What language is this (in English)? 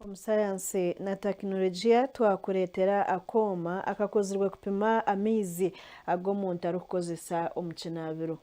Nyankole